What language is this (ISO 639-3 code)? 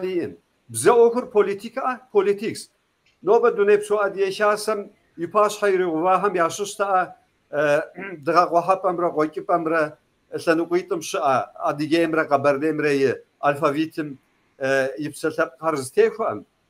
kbd